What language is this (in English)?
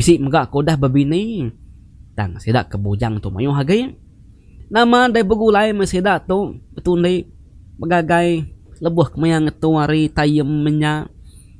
Iban